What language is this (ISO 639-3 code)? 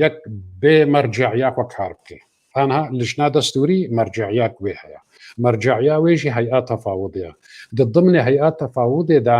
kur